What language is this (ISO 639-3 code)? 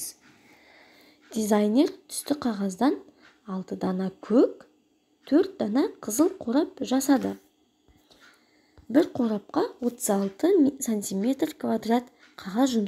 kaz